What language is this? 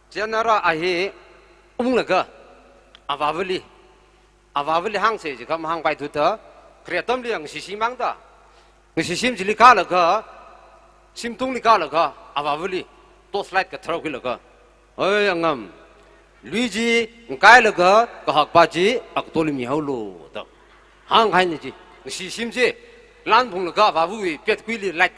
Tangkhul Naga (India)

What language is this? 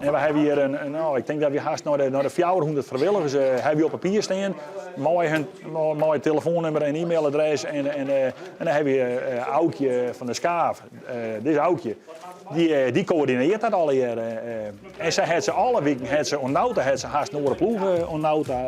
Western Frisian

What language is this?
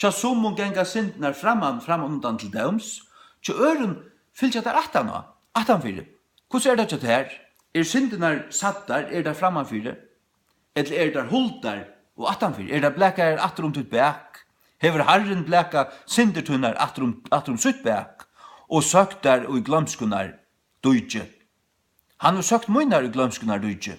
Faroese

